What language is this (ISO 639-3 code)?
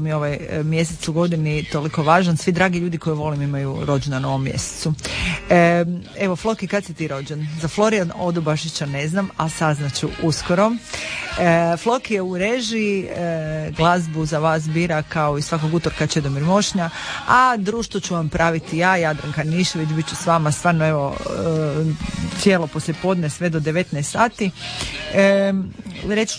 hrv